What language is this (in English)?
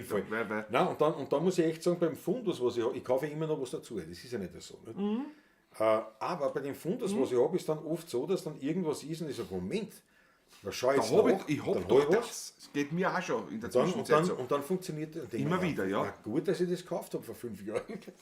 Bavarian